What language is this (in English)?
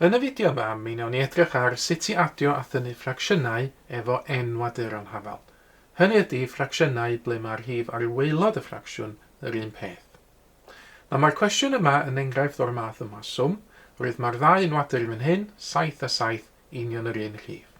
Welsh